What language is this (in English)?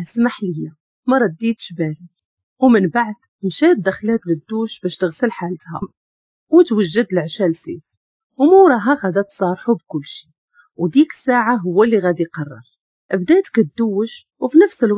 Moroccan Arabic